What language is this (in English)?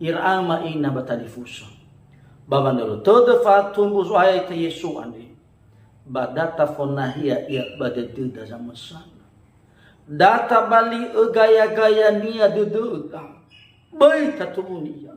Nias